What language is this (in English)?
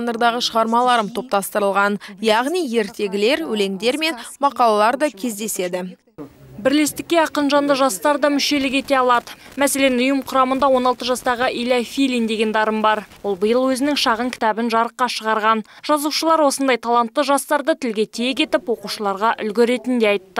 Kazakh